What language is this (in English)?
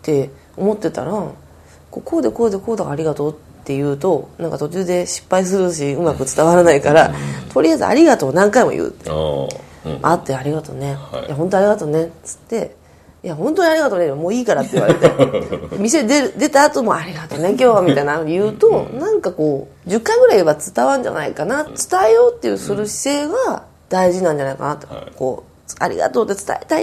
Japanese